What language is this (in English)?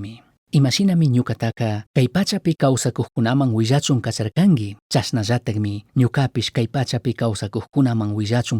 Chimborazo Highland Quichua